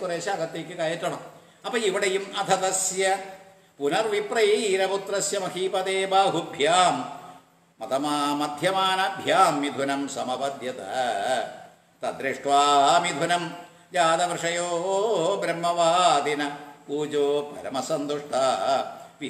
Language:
Malayalam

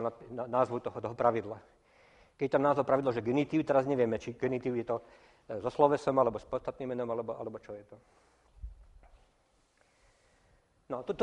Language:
Slovak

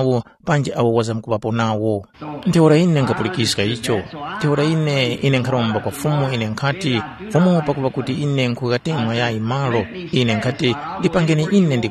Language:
Tumbuka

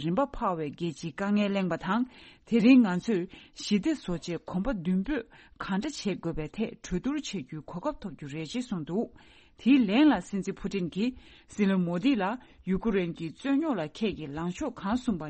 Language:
Tibetan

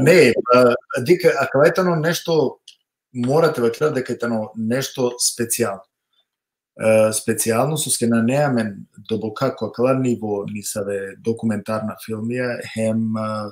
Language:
Balkan Romani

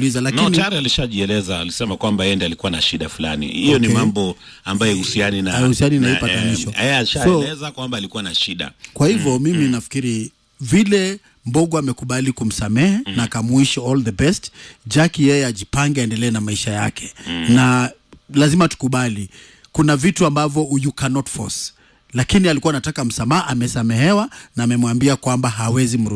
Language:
Swahili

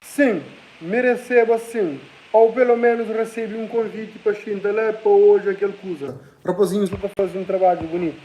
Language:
Kabuverdianu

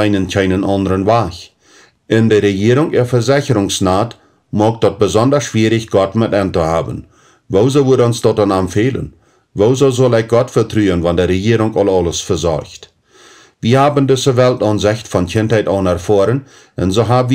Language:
Plautdietsch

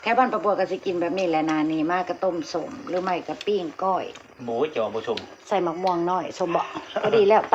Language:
Northeastern Thai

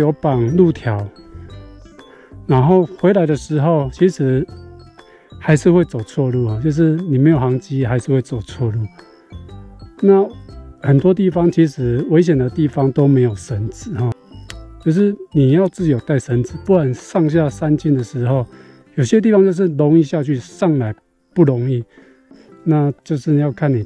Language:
Chinese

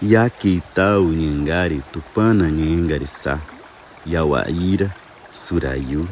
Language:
Nheengatu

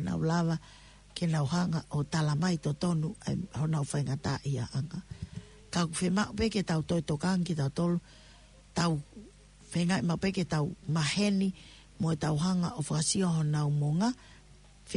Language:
Tongan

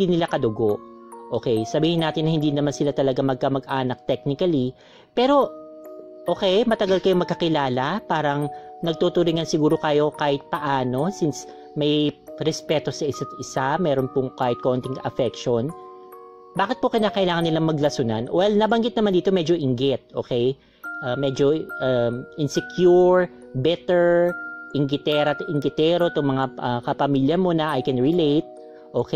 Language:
Filipino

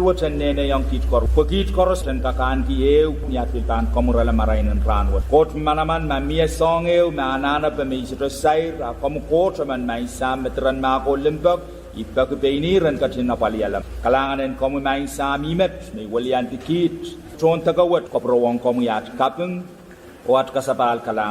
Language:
Pohnpeian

